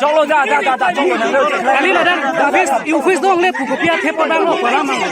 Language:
Karbi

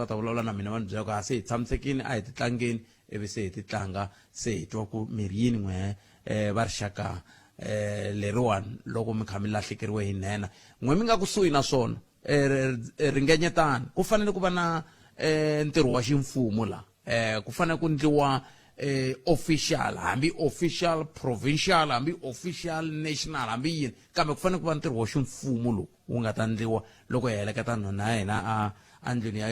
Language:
Tsonga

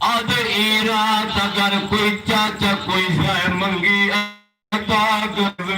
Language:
Saraiki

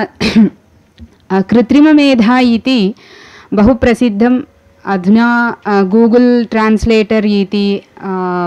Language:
Sanskrit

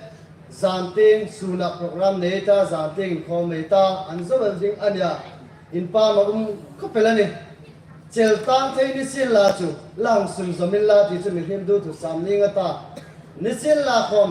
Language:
Hmar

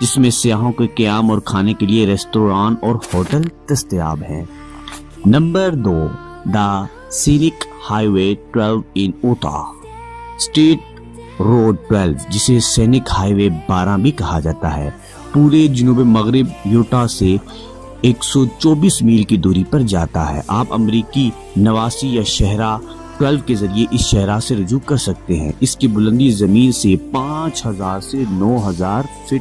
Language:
Urdu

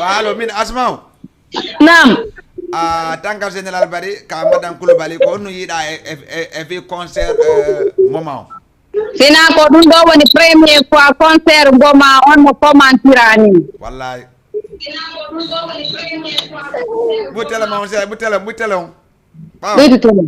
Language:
Fula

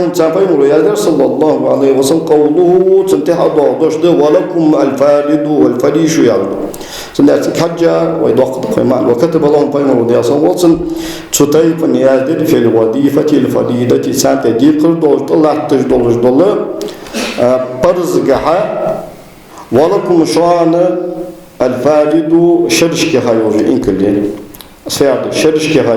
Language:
Ingush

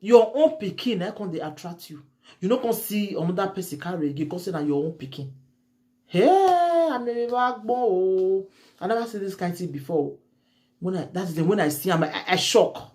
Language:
Nigerian Pidgin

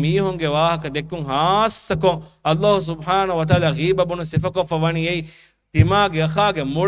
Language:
Divehi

